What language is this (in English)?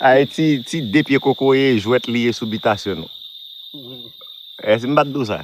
Haitian Creole